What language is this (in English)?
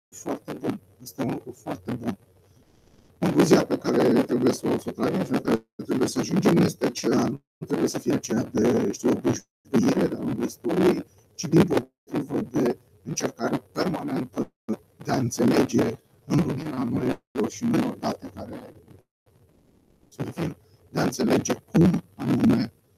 Romanian